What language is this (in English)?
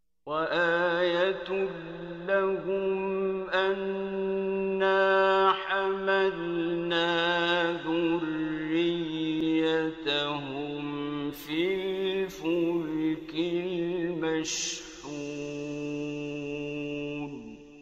Arabic